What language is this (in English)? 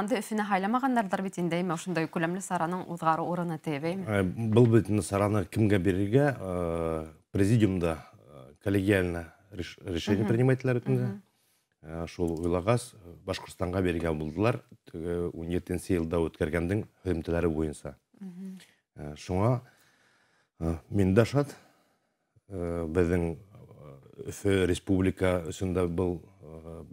Bashkir